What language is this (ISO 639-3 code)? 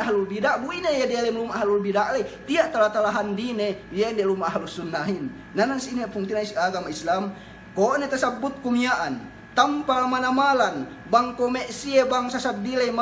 yka